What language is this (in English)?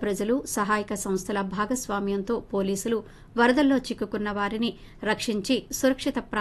Telugu